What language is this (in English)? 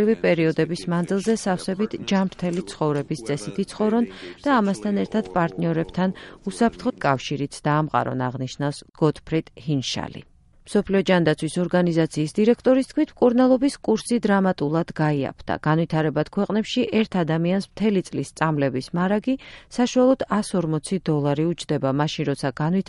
Georgian